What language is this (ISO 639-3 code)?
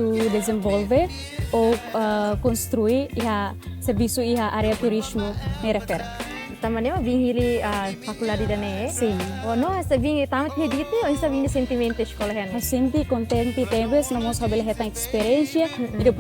tet